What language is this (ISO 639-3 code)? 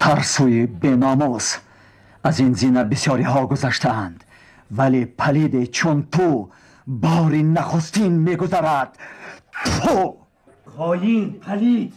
tgk